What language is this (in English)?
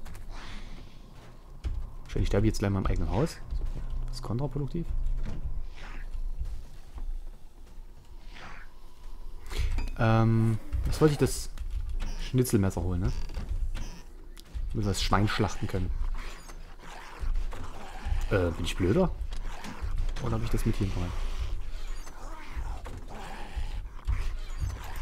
German